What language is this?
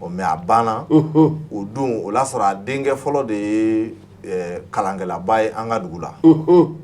Bambara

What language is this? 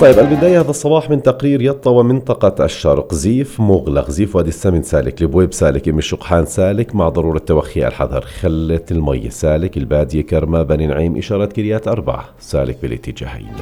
North Levantine Arabic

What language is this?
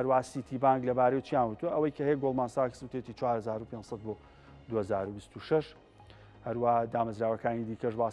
Central Kurdish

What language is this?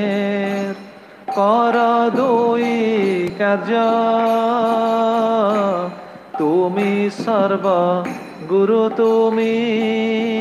Odia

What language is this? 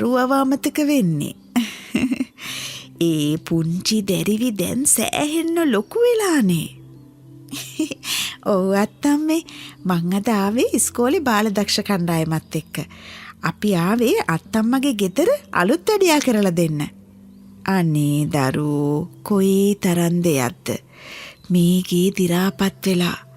Sinhala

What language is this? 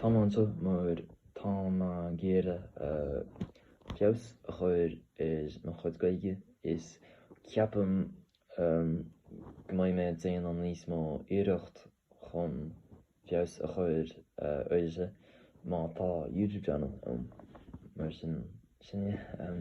Irish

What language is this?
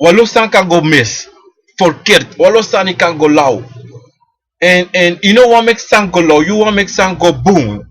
Sranan Tongo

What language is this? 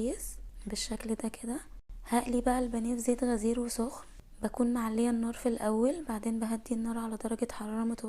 Egyptian Arabic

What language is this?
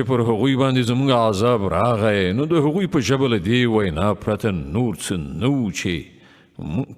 Pashto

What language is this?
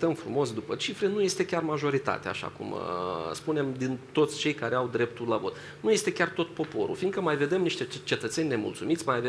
Romanian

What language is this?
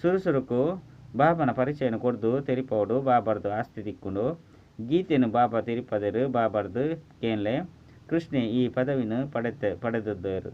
Tulu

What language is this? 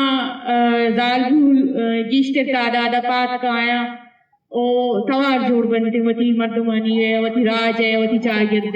Eastern Balochi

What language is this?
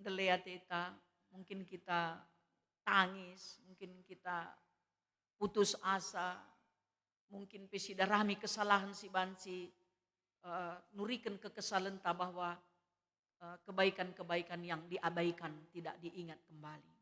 Batak Karo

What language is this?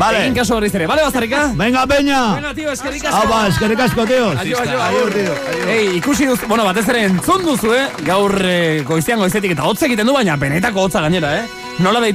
Basque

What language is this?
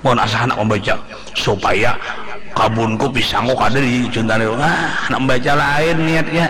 Banjar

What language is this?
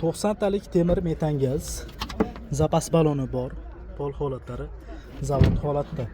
Uzbek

